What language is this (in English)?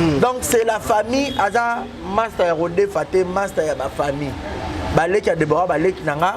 Lingala